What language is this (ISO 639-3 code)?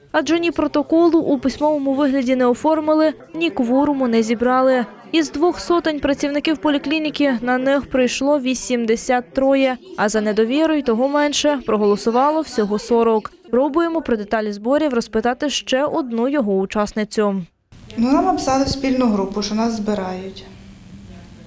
ukr